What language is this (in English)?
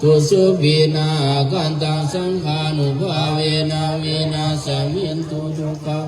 Pali